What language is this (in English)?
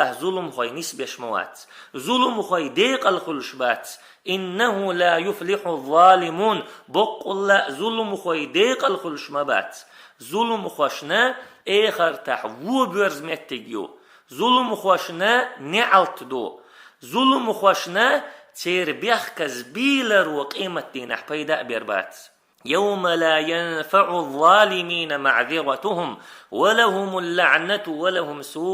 Chechen